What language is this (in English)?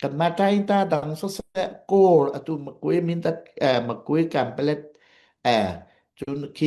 Hakha Chin